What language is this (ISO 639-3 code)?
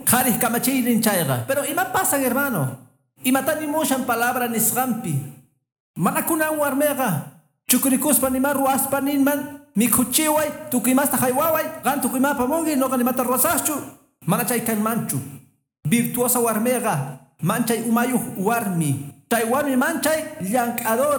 que